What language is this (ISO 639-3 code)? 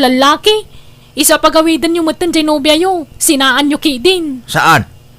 ilo